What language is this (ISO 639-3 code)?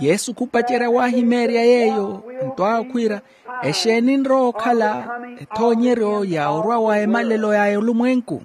vmw